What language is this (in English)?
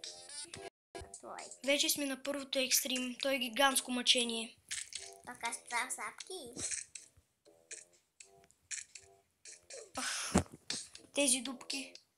Bulgarian